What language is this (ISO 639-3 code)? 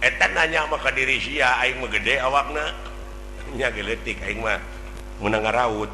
sun